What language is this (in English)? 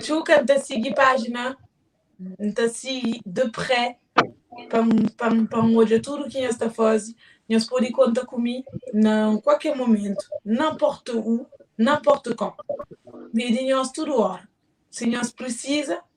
Kabuverdianu